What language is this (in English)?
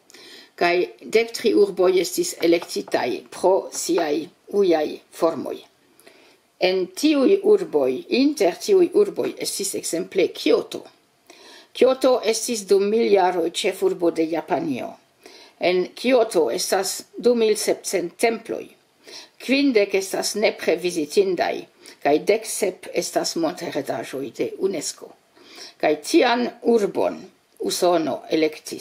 Esperanto